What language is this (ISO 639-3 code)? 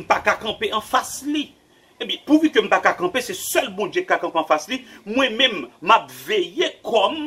hat